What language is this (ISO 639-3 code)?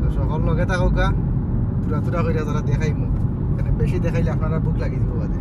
syl